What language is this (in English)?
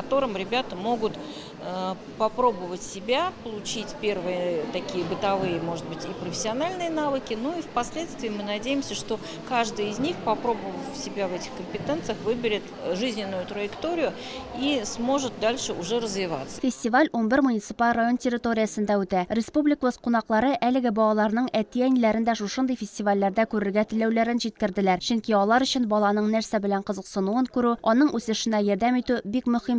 Tatar